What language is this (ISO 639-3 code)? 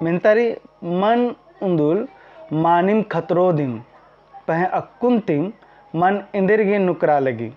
kru